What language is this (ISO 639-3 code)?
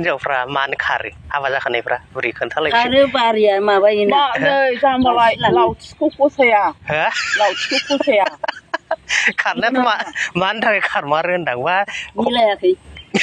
brx